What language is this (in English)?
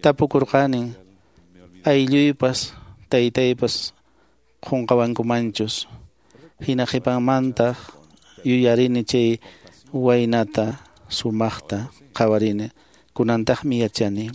Quechua